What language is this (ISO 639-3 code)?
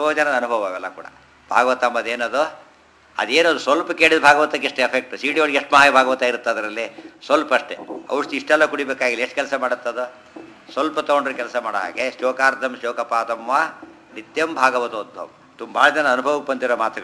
kan